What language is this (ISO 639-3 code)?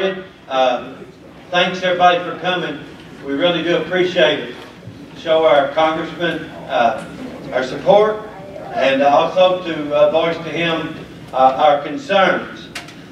eng